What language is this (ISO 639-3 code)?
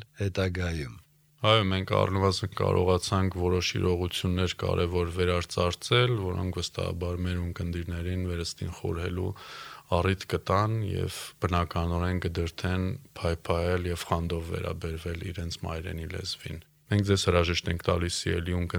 hye